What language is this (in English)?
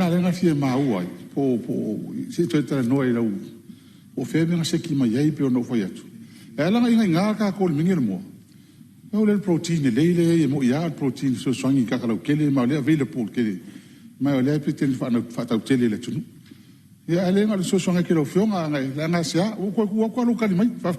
Samoan